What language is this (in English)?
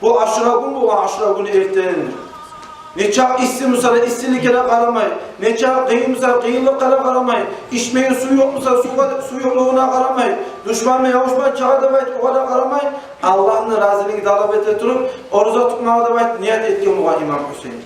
Kumyk